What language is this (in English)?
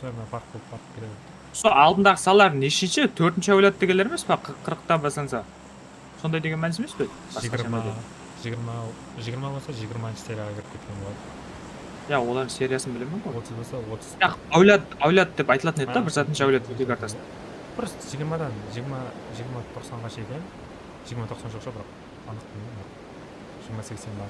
Kara-Kalpak